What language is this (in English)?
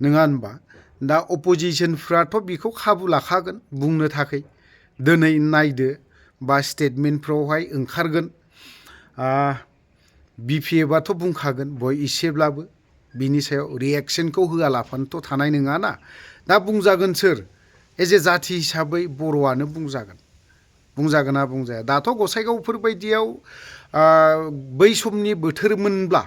Bodo